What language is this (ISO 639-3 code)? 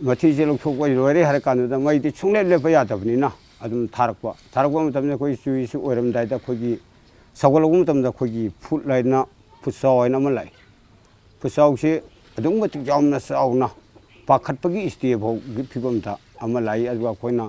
mni